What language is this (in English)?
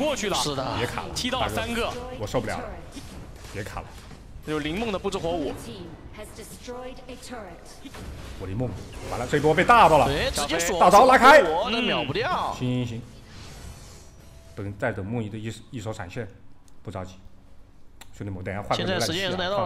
Chinese